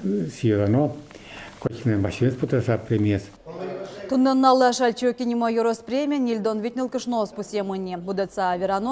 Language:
Udmurt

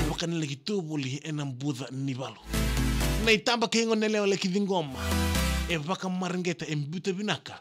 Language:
Fijian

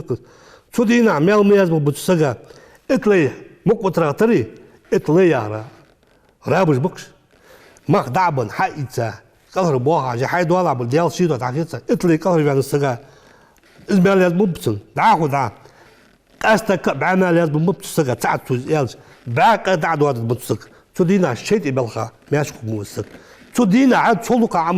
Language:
Ingush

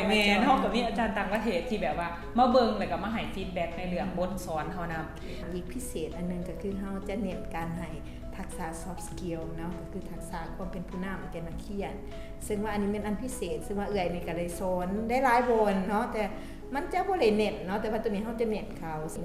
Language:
Lao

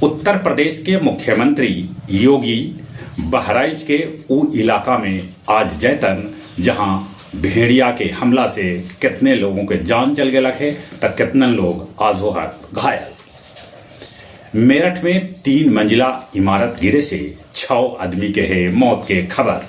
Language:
Magahi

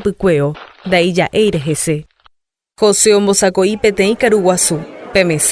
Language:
Guarani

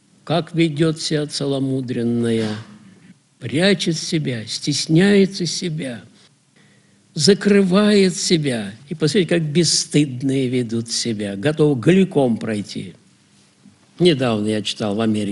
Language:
Russian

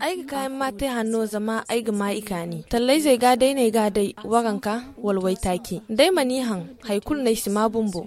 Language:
Zarma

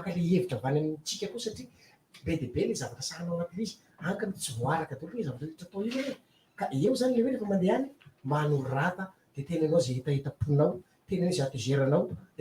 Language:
Malagasy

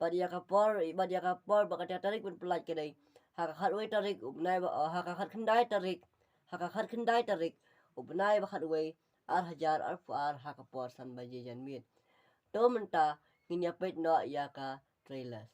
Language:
Khasi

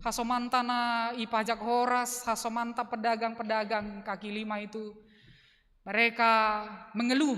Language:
Batak Simalungun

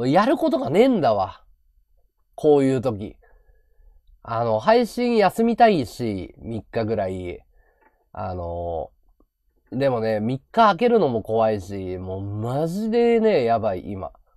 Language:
Japanese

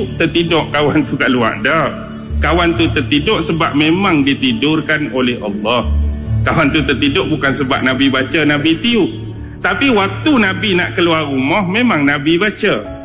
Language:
Malay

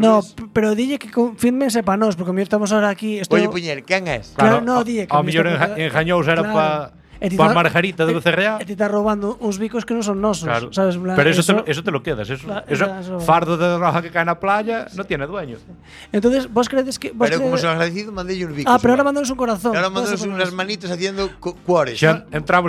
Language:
Galician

